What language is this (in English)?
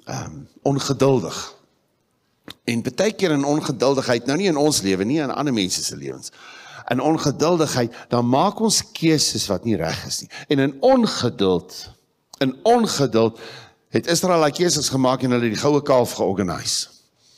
Afrikaans